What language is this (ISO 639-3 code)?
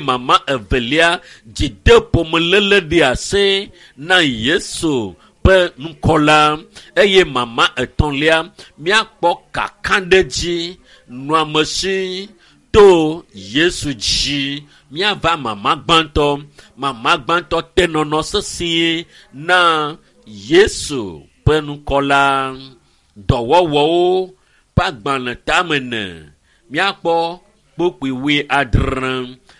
ewe